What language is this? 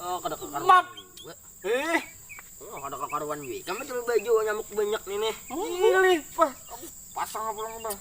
Banjar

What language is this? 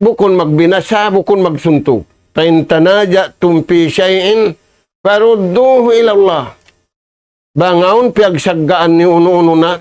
Tausug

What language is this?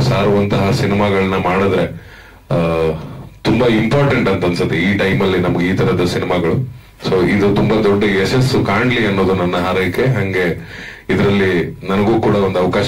Kannada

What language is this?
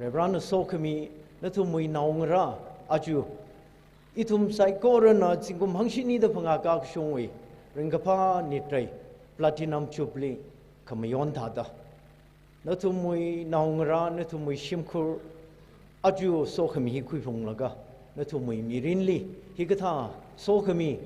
Tangkhul Naga (India)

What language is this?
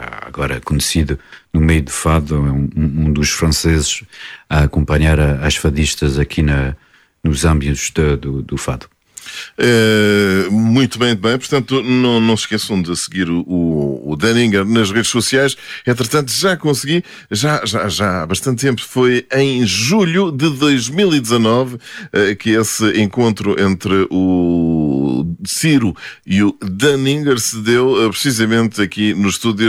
Portuguese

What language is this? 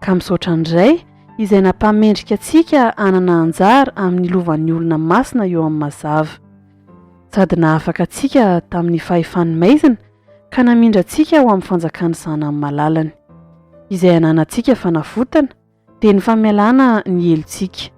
Malagasy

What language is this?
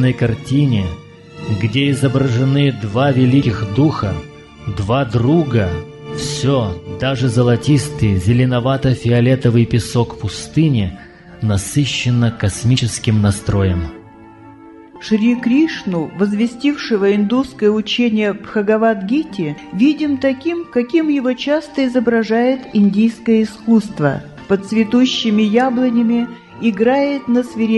Russian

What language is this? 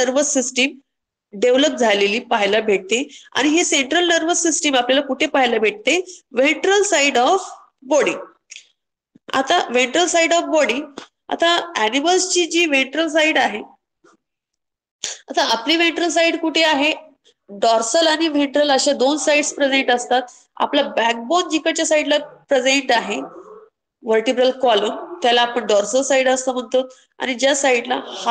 Marathi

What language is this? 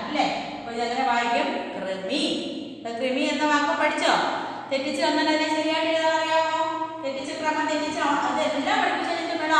Malayalam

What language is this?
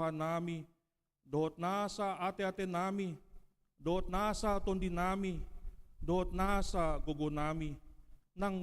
Batak Toba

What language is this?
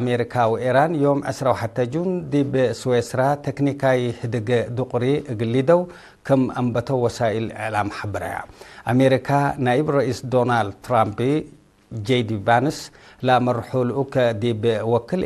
Tigre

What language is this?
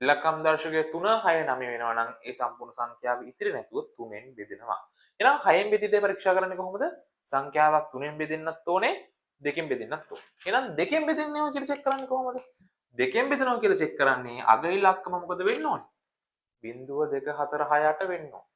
Sinhala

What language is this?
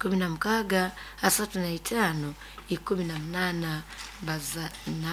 Nyankole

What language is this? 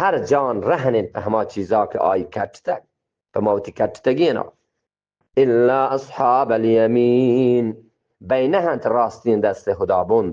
Eastern Balochi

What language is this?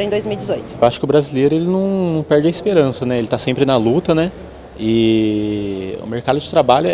Portuguese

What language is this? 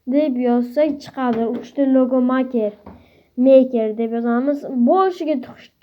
Uzbek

